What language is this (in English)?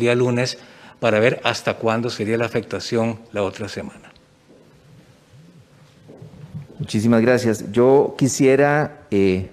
Spanish